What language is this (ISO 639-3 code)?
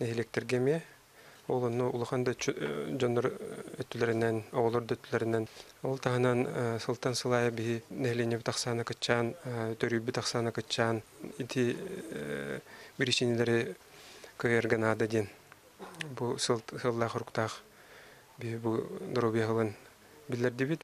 sah